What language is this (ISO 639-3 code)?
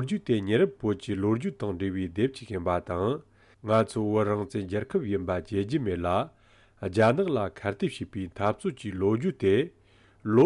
bod